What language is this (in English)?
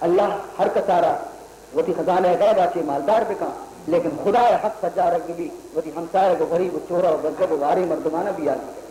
Baluchi